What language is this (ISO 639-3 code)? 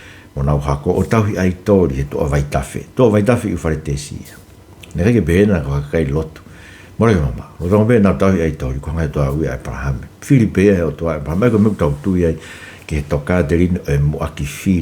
ton